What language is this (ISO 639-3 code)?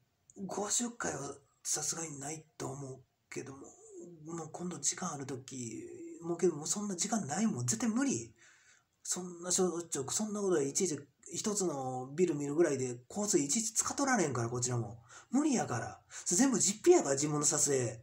jpn